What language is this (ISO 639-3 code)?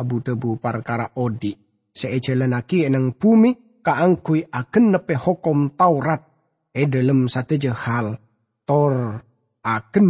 mad